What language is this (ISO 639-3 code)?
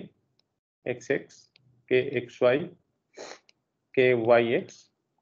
eng